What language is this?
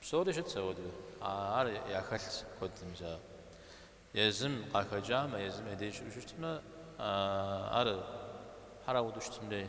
Kabardian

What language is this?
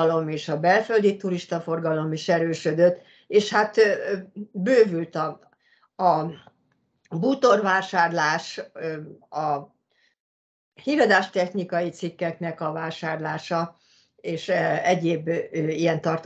Hungarian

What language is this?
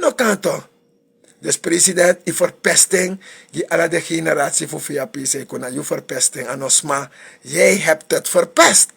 Sranan Tongo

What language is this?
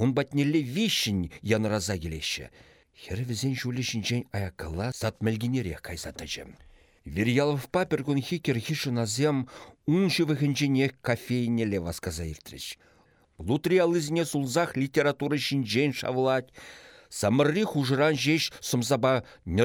Chuvash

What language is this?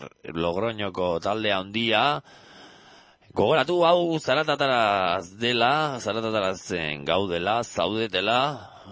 Basque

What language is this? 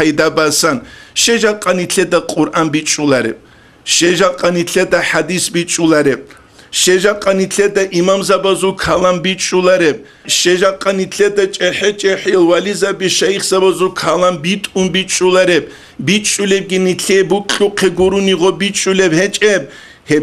Avaric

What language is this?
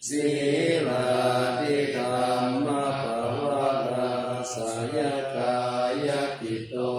Pali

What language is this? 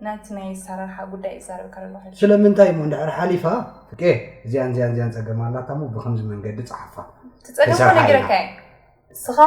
Tigrinya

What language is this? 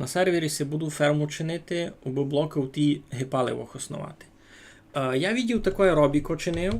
Rusyn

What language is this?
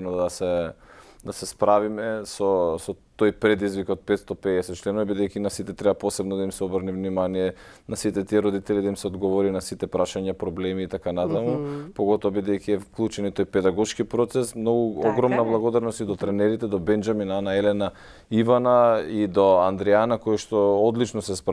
Macedonian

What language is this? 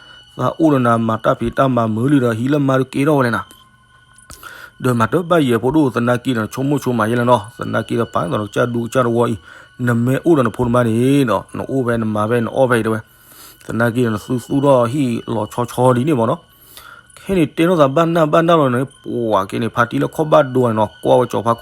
S'gaw Karen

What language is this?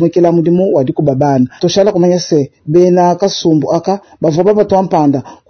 Luba-Lulua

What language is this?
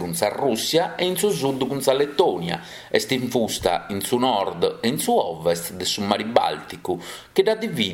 Sardinian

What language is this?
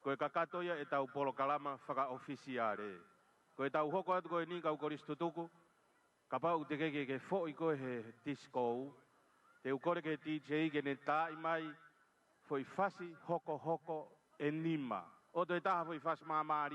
Tongan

